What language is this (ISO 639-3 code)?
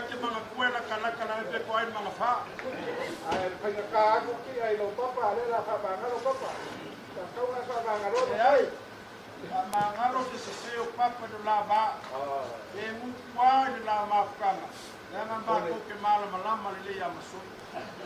smo